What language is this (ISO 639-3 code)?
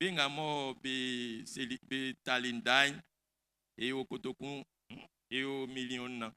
bci